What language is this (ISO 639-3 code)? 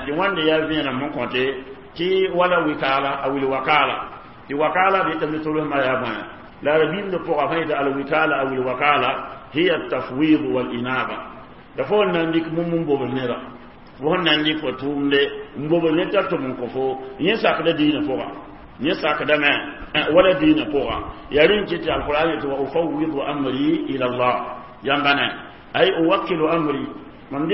mos